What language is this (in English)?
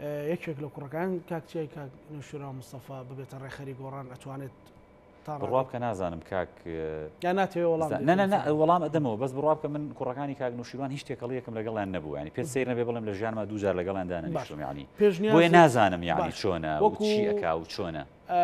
Central Kurdish